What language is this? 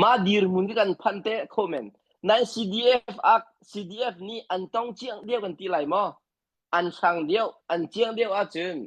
Hakha Chin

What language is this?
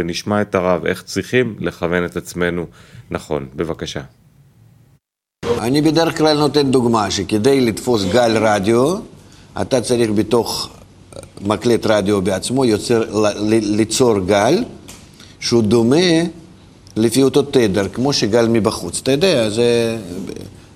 Hebrew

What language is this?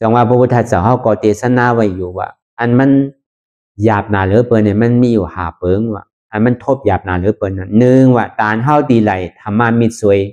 Shan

